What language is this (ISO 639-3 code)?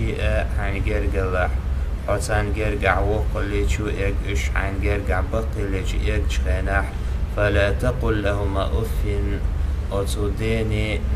che